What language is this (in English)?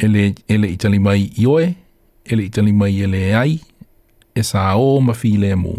Samoan